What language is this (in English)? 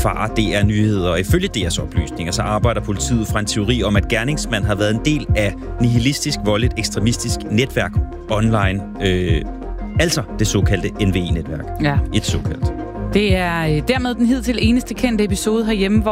Danish